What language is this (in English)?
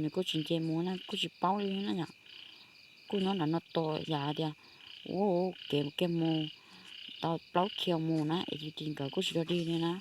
Hmong